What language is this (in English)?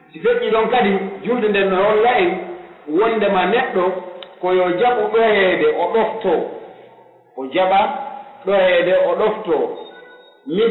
Pular